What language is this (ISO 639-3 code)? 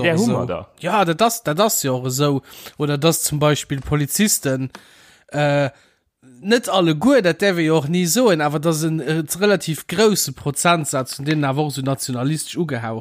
ltz